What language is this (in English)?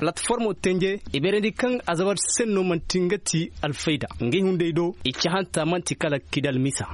Zarma